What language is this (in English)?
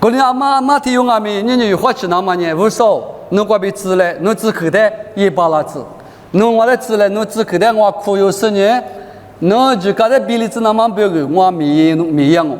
Lisu